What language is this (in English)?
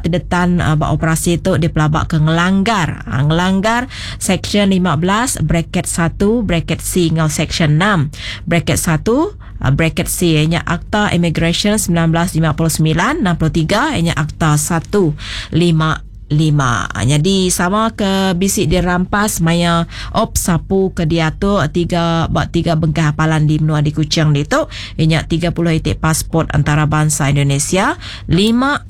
Iban